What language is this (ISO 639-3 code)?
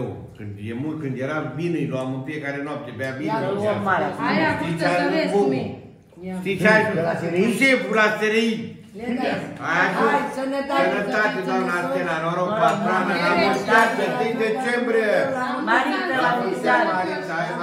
ron